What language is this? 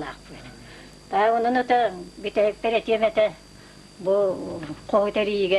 Yakut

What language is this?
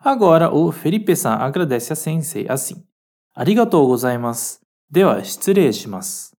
Galician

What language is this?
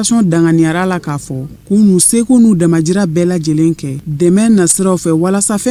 Bambara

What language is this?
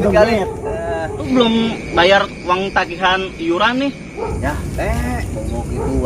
Betawi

